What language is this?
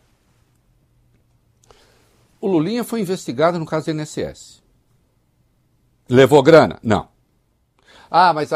Portuguese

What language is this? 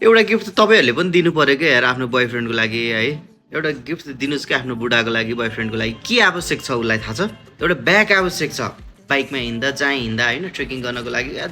Nepali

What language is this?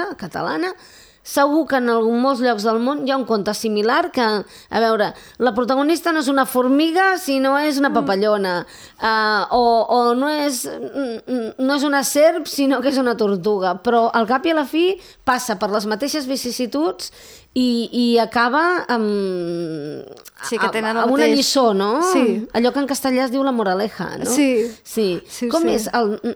Catalan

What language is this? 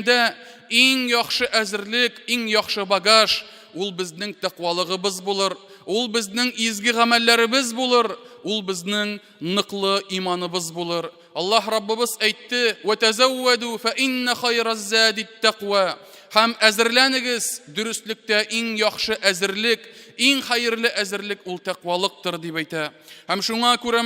Tatar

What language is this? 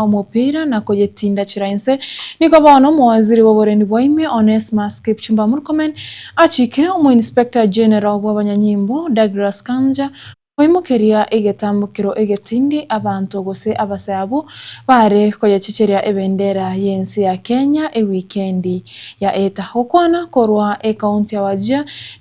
Gusii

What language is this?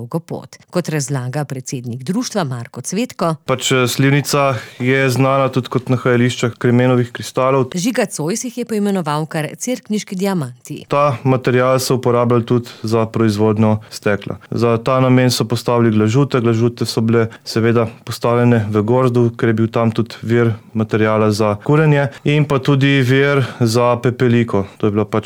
Slovenian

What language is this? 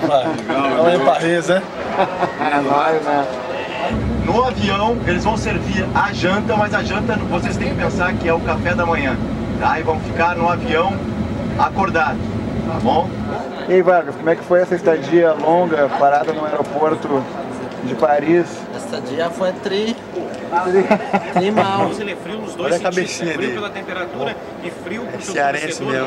Portuguese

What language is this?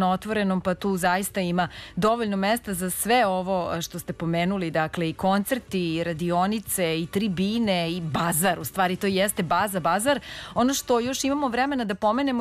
Serbian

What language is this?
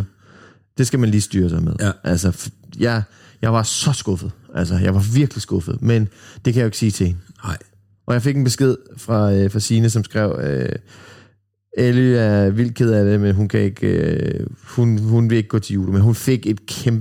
Danish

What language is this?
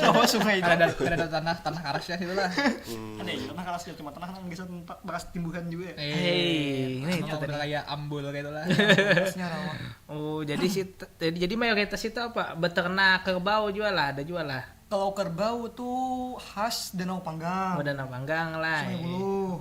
Banjar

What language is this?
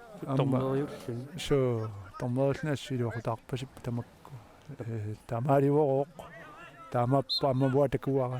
Kalaallisut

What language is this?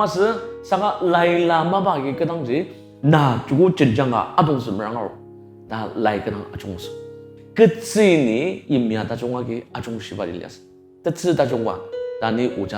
Ao Naga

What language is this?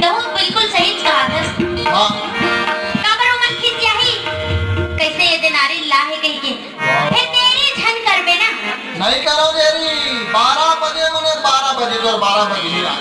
Chhattisgarhi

